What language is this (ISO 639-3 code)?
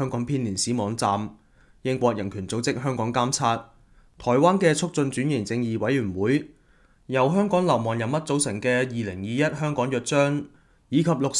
yue